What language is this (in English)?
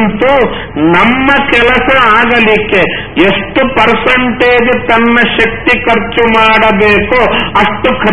Kannada